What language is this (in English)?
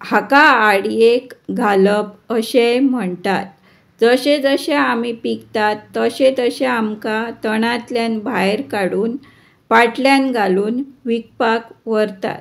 Konkani